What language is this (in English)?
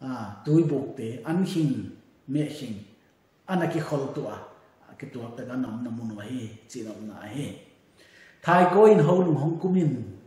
Paite Chin